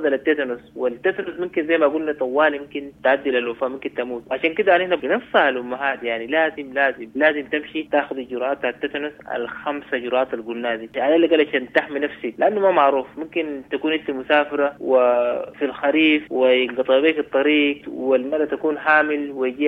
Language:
Sudanese Arabic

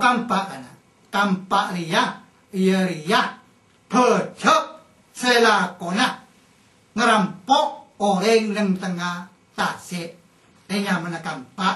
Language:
Madurese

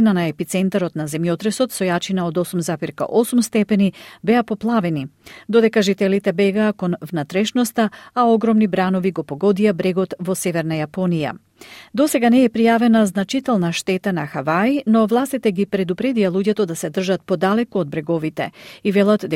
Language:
Macedonian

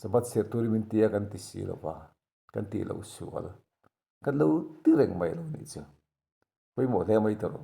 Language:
Mizo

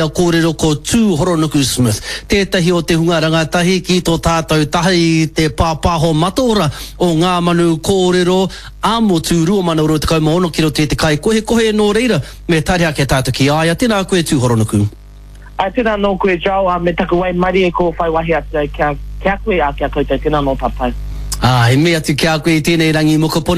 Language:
Māori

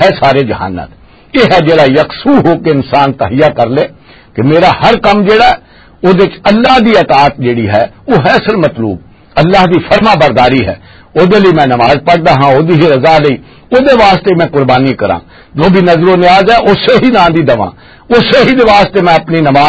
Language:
Western Panjabi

